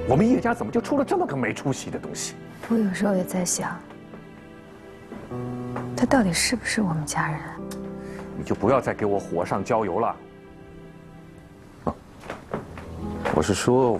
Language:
Chinese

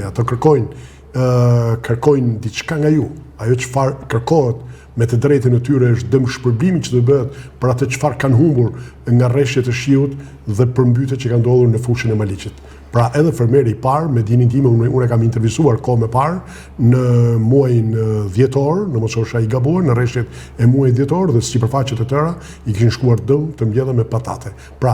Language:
Albanian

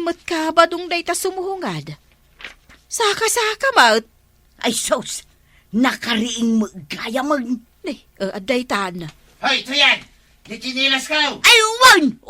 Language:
Iloko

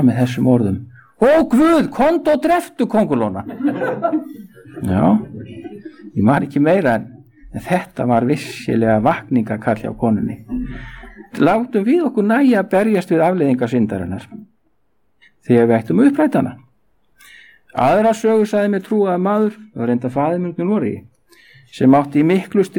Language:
Icelandic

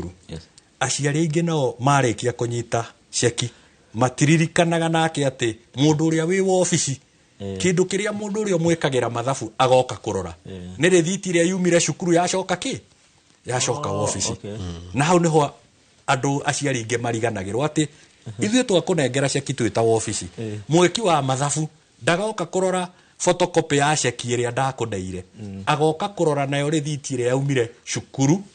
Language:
Kikuyu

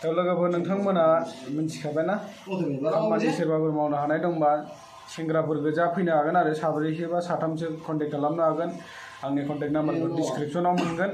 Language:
Bodo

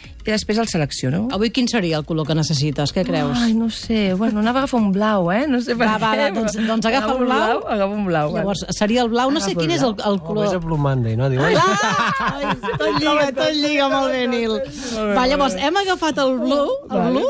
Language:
Catalan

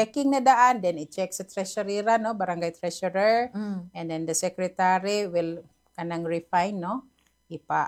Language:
Cebuano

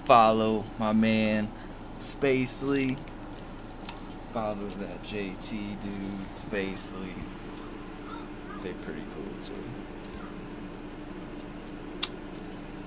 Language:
English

